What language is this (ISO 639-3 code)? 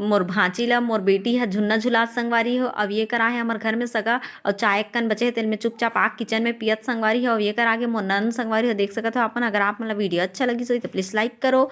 hne